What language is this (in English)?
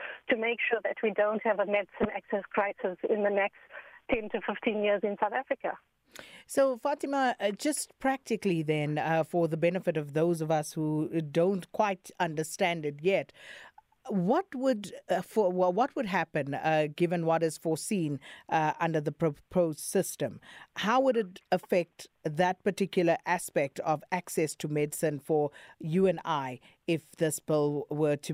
English